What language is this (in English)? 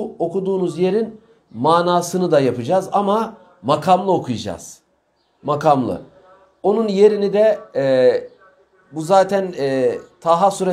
Turkish